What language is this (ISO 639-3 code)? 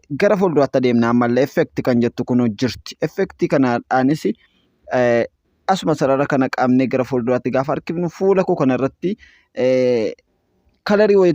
orm